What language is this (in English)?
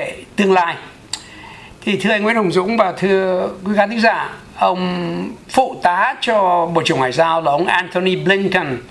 Vietnamese